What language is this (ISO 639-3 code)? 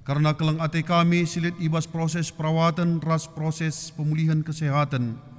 btx